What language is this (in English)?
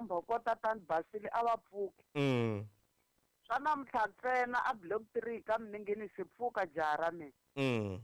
Tsonga